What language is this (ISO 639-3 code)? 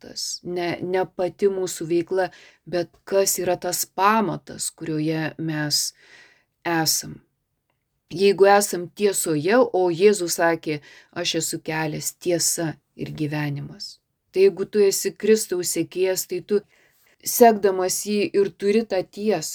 lit